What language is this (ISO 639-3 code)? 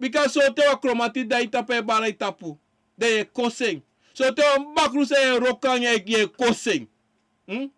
srn